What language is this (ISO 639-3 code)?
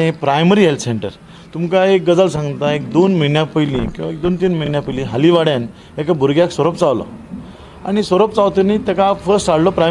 kok